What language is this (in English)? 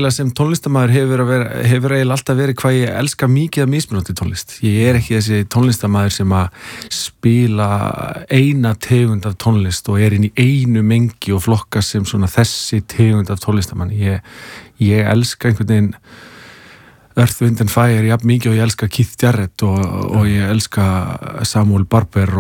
Icelandic